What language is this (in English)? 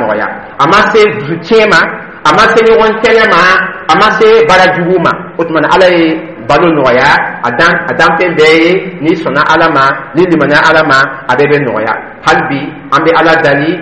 Dyula